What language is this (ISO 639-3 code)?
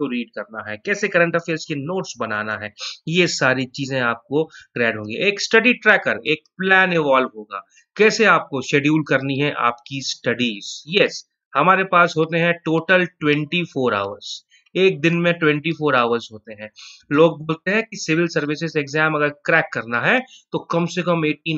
hin